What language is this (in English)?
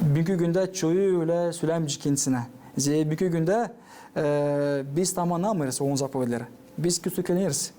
Gagauz